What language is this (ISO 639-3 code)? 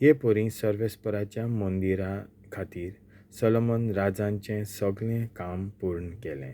kok